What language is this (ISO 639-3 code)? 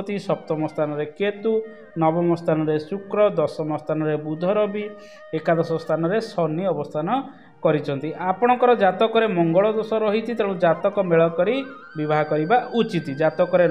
ori